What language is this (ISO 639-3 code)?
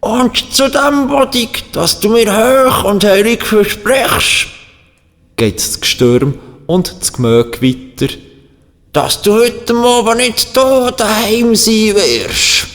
gsw